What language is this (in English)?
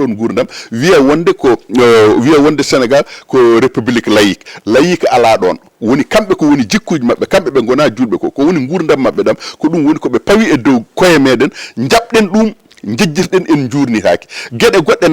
Fula